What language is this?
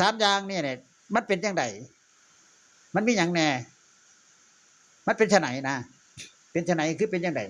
Northeastern Thai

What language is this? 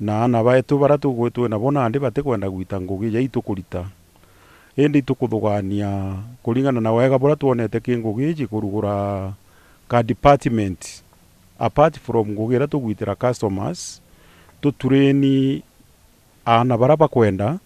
Meru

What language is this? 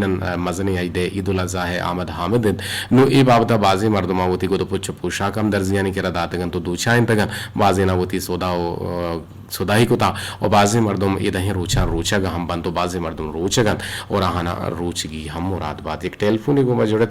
Eastern Balochi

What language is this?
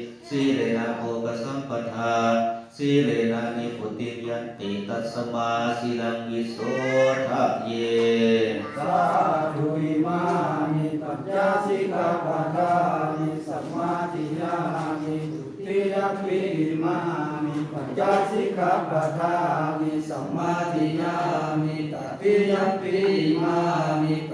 Pali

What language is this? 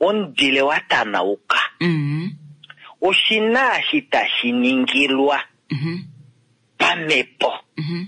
Kuanyama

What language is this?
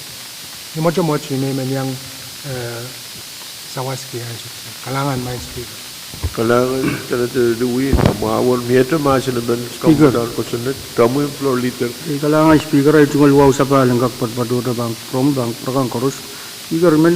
Pohnpeian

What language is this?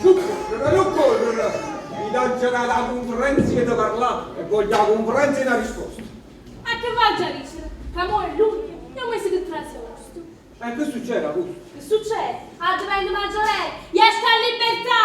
Neapolitan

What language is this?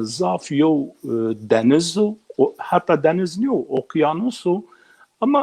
Zaza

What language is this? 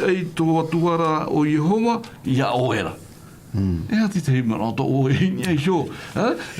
Tahitian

